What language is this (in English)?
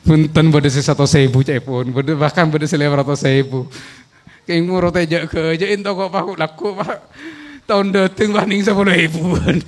Madurese